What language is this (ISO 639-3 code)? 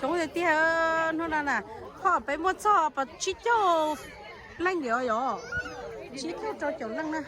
hmn